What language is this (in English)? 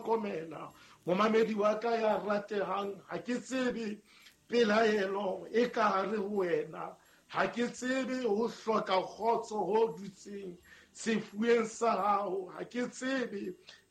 Southern Sotho